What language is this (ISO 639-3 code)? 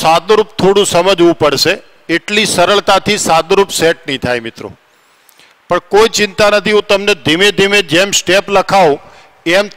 guj